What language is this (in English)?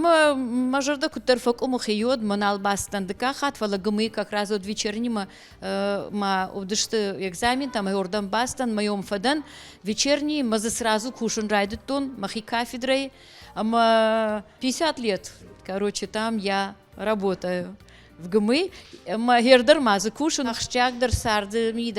Ossetic